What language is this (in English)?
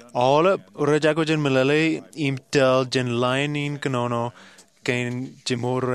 Marshallese